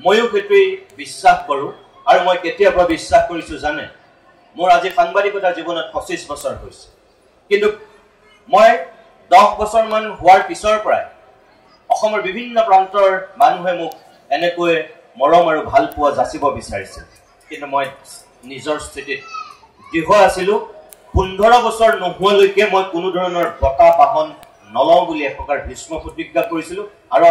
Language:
Assamese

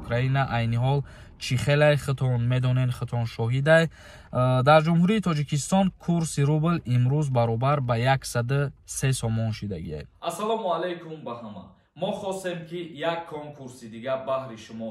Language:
Tajik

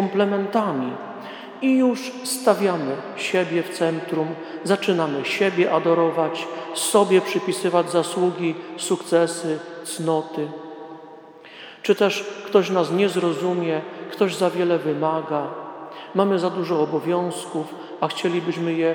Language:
Polish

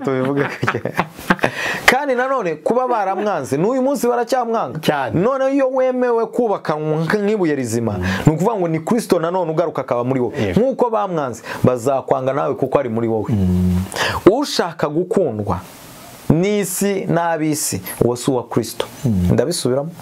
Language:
Kinyarwanda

